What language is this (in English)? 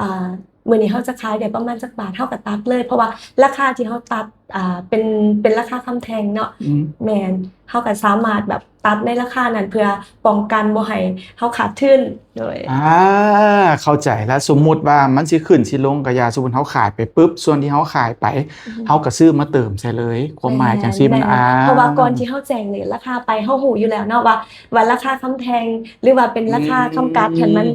Lao